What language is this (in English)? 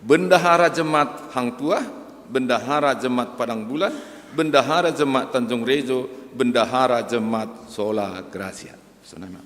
Batak Simalungun